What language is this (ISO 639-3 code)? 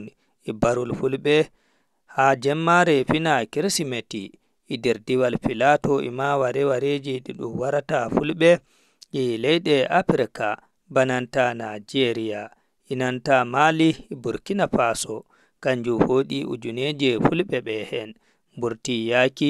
ful